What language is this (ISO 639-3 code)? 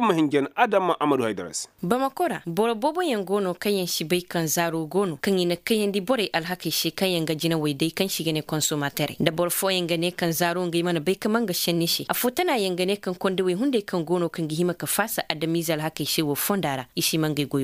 ses